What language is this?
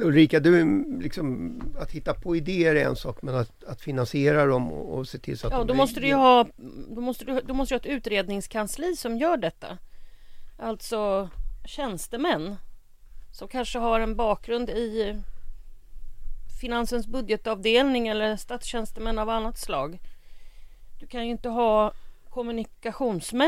Swedish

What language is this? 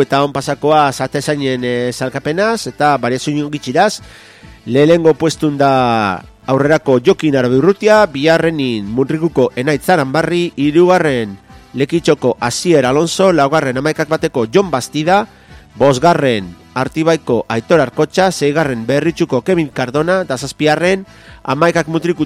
Basque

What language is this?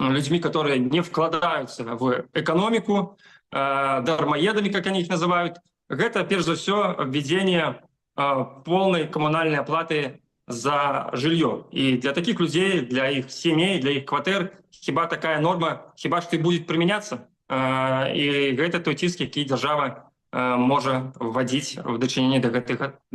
Belarusian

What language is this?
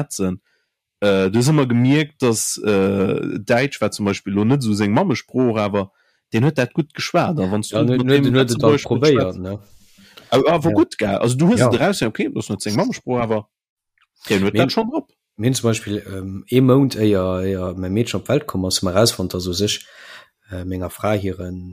Luxembourgish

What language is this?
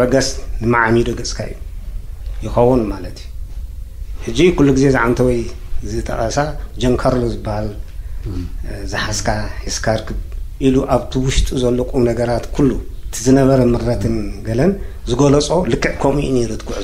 Tigrinya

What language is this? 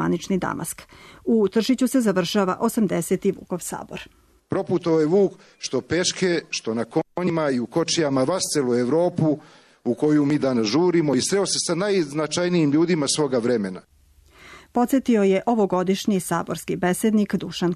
Serbian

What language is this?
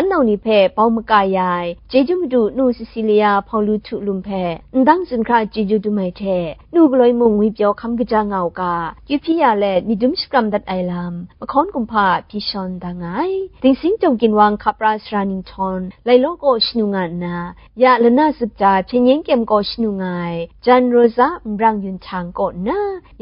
Kachin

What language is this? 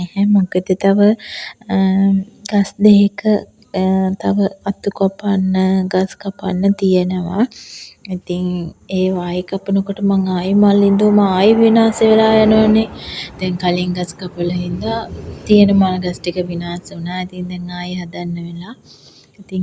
Sinhala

